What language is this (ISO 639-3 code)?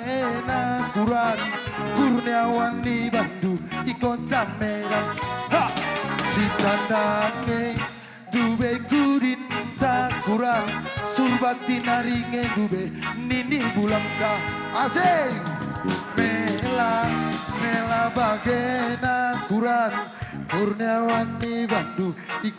btx